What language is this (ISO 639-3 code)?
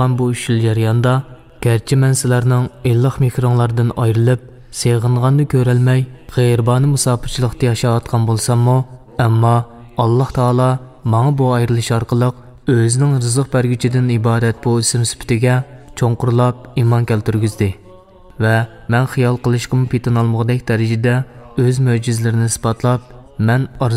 uig